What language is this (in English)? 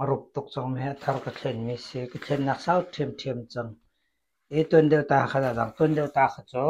Hakha Chin